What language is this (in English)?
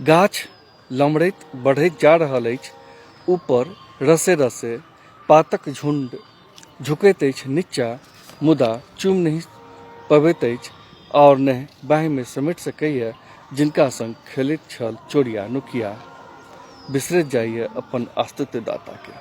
Maithili